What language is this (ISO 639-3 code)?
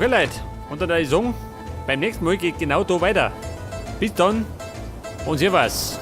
bar